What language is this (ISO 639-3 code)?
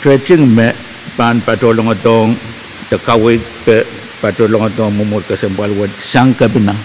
pon